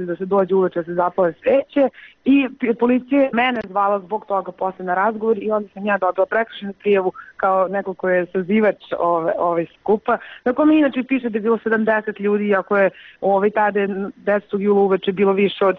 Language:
Serbian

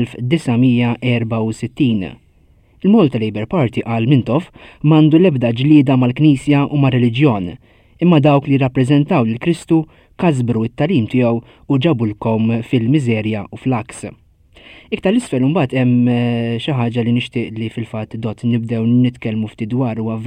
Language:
Maltese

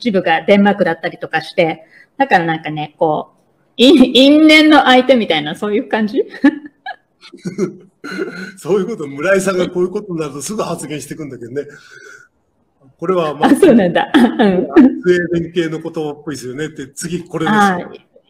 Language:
Japanese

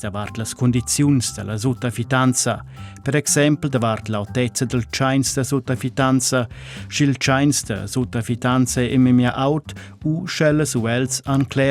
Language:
Romansh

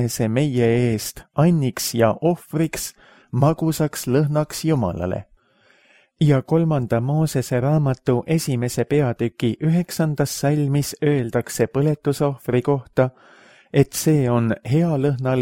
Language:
Estonian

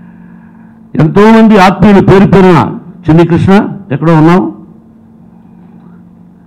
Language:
Telugu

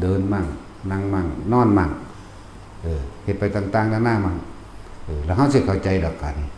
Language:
Northeastern Thai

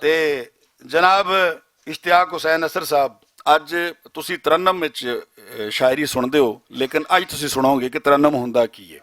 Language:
Western Panjabi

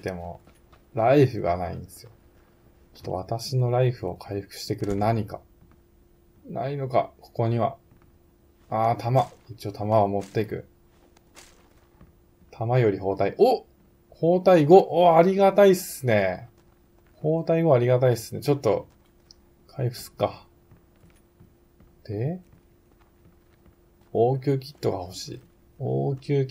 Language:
Japanese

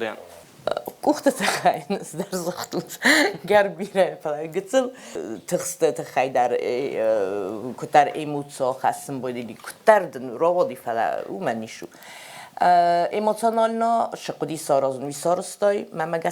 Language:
Ossetic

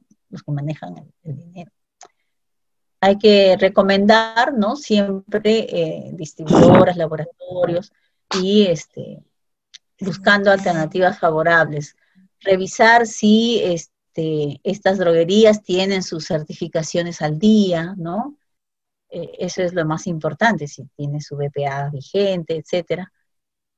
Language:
Spanish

